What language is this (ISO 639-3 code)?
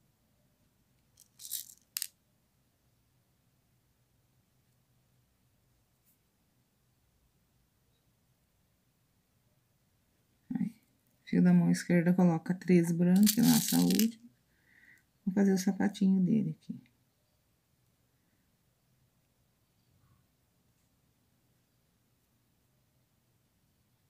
por